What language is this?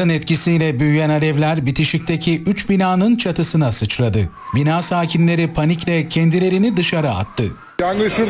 Turkish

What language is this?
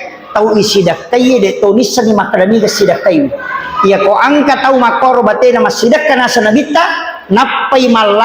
Buginese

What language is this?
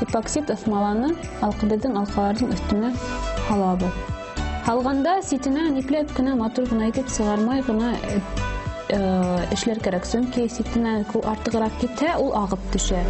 Bashkir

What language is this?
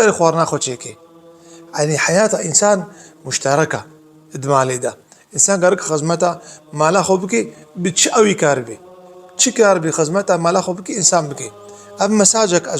Kurdish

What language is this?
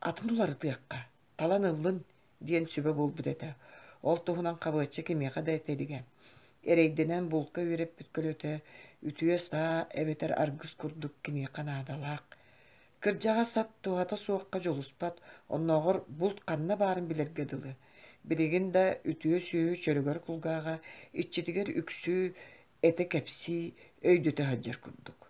Yakut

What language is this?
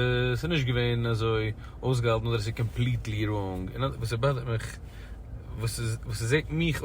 Yiddish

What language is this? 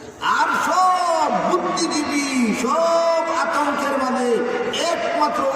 Sylheti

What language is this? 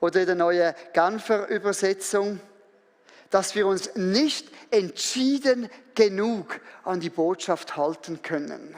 Swiss German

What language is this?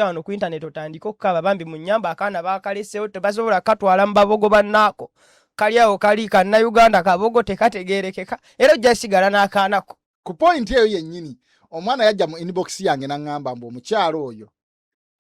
Ganda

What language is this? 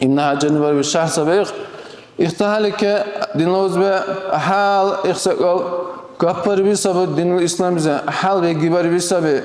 Dargwa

